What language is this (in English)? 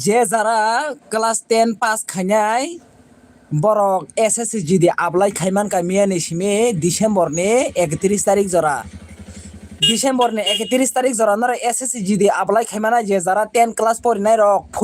Kok Borok